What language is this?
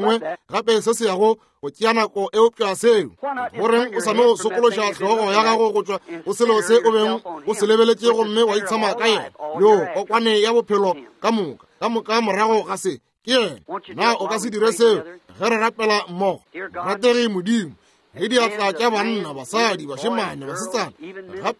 Northern Sotho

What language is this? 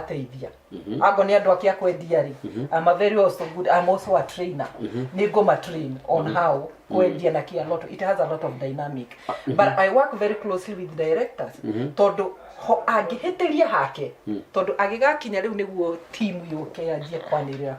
Kikuyu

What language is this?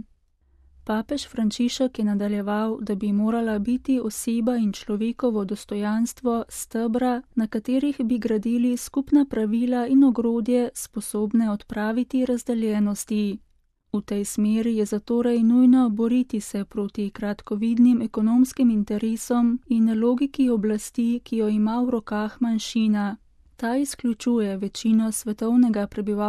Slovenian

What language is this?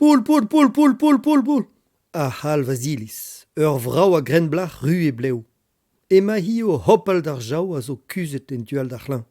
Breton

